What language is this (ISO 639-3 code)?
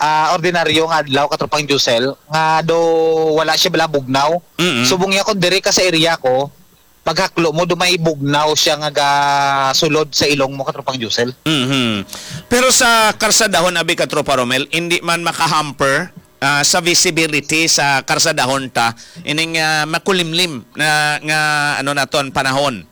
hil